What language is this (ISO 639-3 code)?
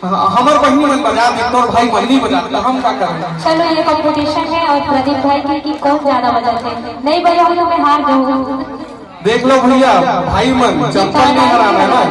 hne